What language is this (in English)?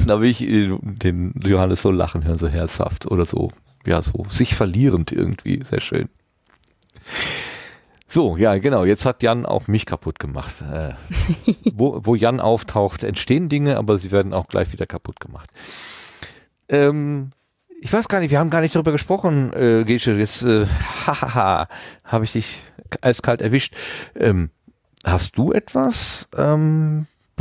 German